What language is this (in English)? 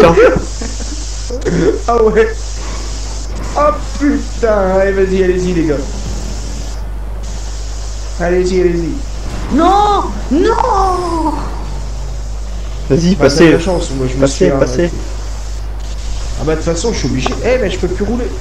French